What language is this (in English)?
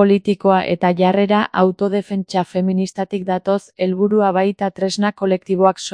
Basque